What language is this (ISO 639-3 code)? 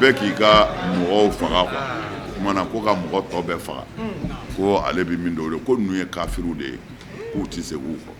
bam